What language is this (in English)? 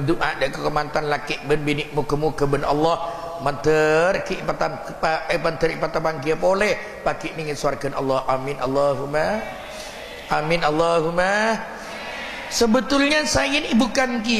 Madurese